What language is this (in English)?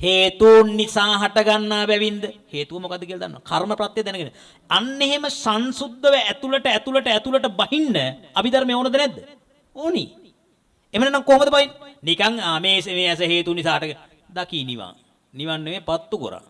Sinhala